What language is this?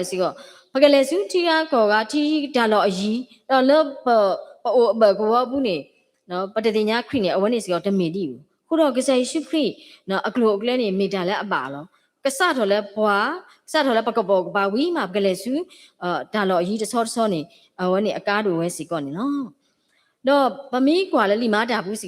S'gaw Karen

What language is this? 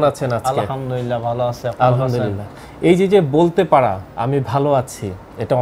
Bangla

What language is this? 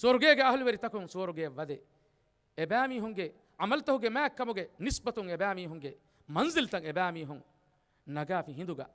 Divehi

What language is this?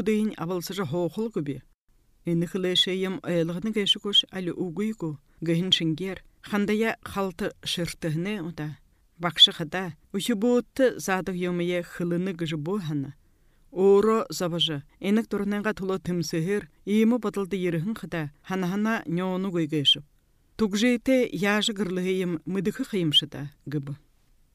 Buriat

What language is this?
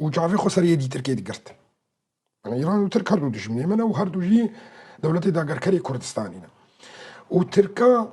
Kurdish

